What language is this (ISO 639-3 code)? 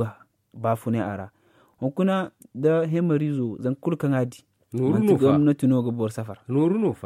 dje